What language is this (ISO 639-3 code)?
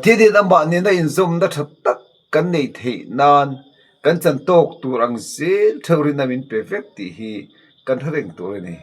lus